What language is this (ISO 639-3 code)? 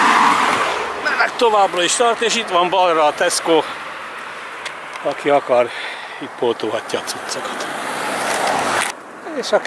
hun